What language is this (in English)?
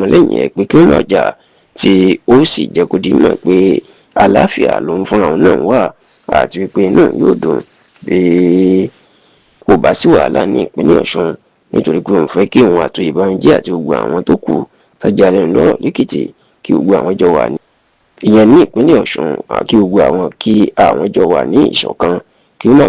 Yoruba